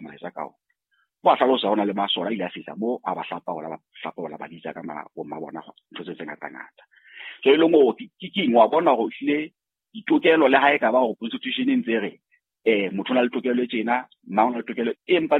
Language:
Southern Sotho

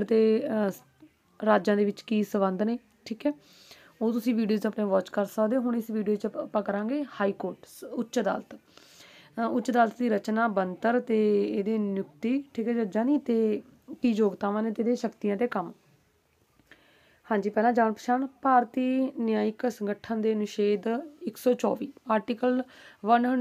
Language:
Punjabi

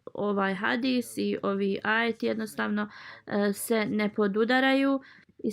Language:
Bosnian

